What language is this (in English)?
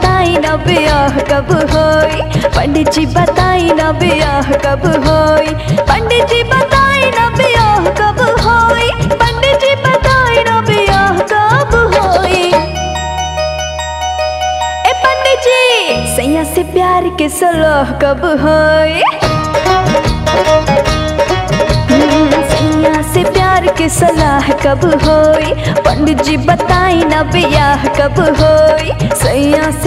Bhojpuri